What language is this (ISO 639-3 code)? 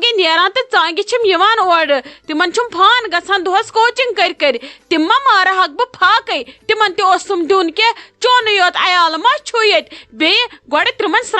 kas